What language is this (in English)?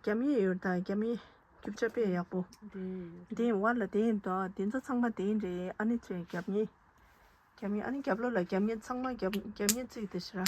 Tibetan